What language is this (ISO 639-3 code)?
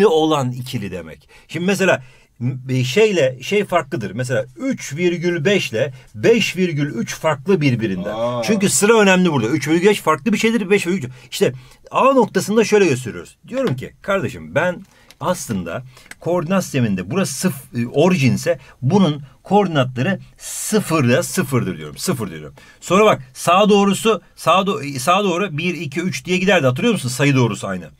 tur